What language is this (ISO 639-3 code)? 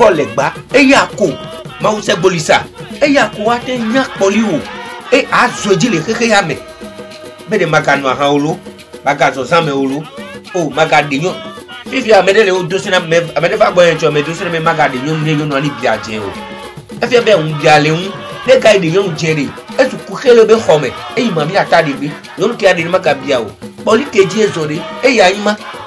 ewe